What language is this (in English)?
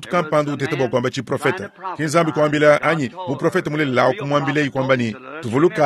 Luba-Lulua